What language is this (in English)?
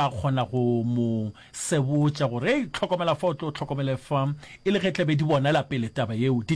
Northern Sotho